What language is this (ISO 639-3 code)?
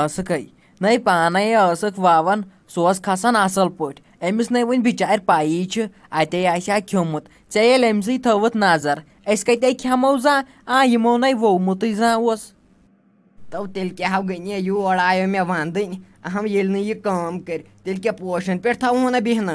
kas